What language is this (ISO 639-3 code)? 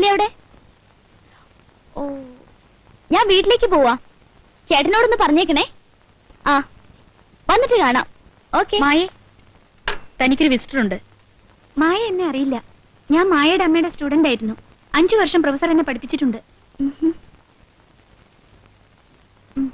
mal